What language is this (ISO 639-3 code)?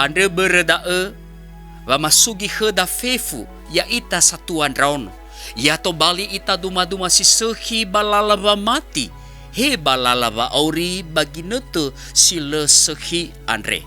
nia